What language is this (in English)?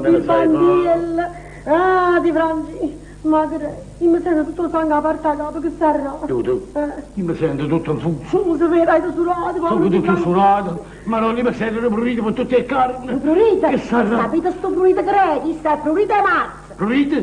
Neapolitan